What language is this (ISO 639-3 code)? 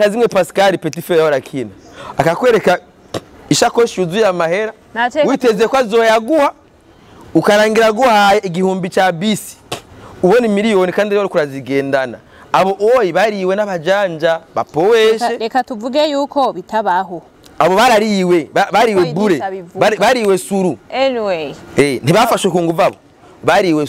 run